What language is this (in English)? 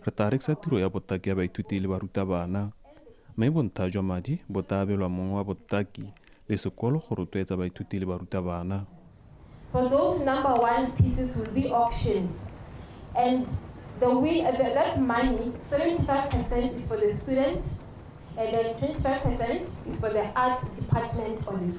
Tswana